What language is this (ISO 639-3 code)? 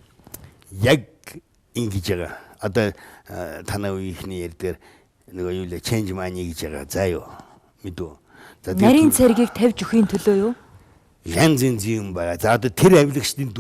mon